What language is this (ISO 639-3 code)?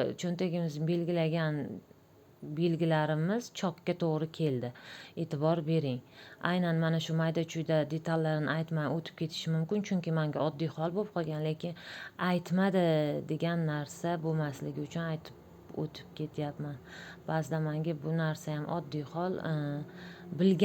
uzb